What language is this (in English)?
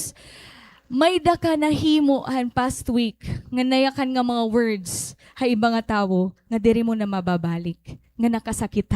Waray